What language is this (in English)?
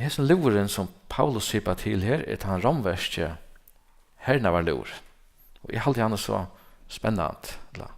Faroese